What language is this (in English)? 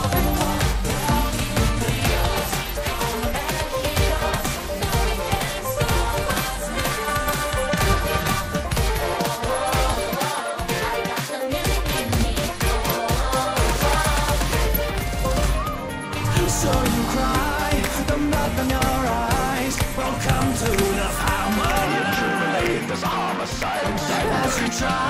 English